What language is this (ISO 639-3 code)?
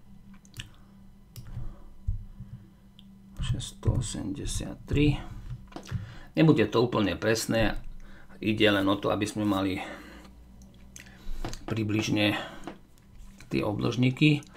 slk